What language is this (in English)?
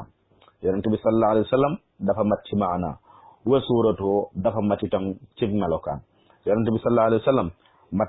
Wolof